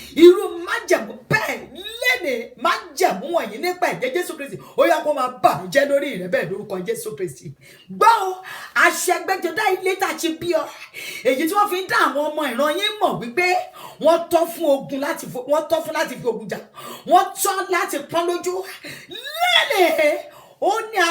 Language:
Yoruba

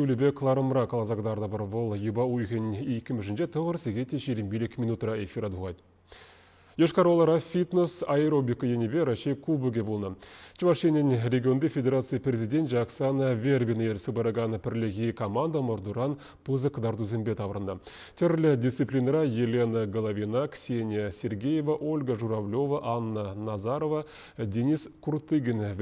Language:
Chuvash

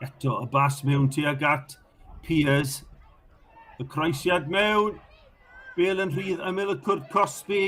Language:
Welsh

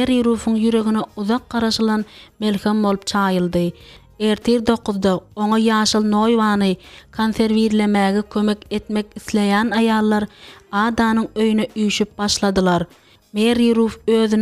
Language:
Turkmen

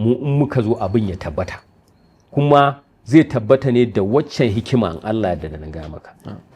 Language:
Hausa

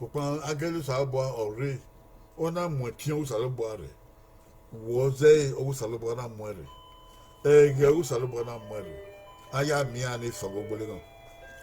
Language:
Bini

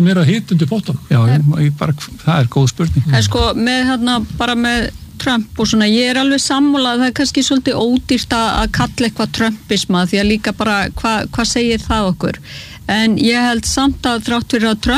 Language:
Icelandic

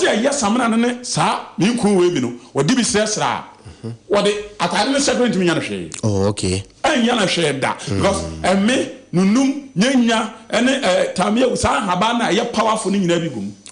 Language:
Akan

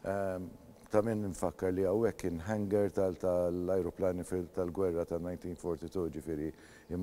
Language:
Maltese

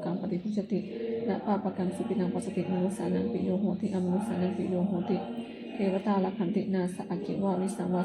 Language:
Pali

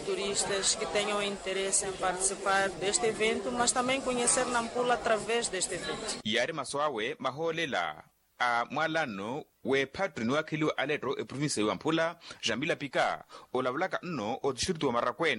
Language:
Makhuwa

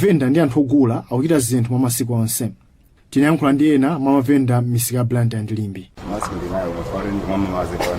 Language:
Nyanja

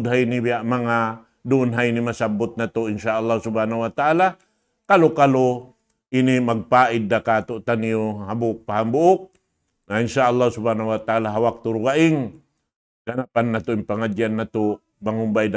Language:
Tausug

